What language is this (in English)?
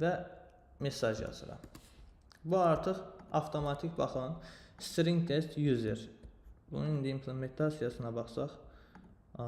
Azerbaijani